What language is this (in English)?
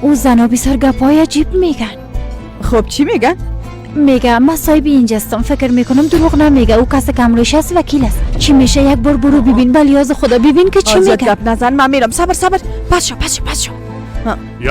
Persian